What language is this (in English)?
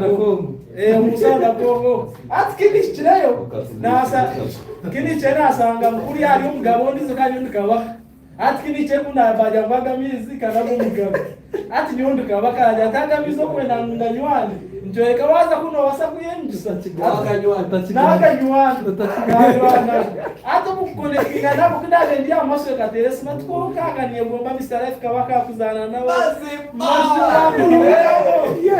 Nyankole